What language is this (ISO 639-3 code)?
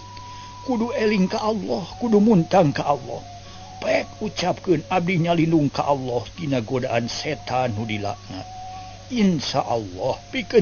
sun